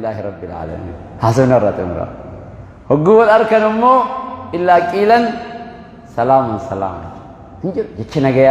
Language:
Oromo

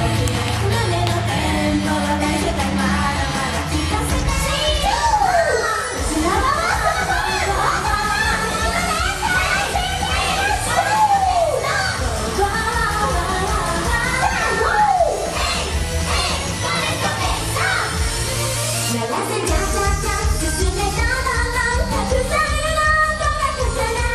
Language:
Japanese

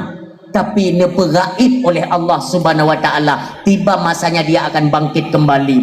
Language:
Achinese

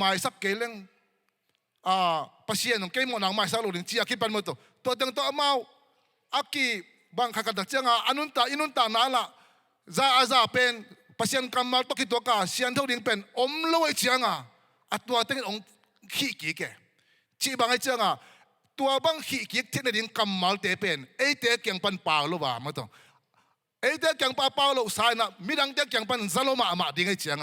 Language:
Tedim Chin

